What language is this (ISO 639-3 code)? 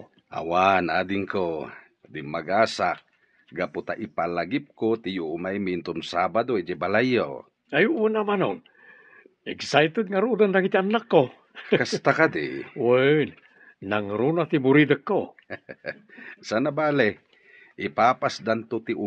ilo